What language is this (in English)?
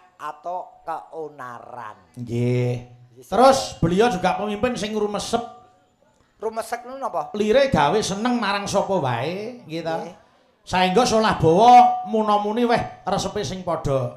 Javanese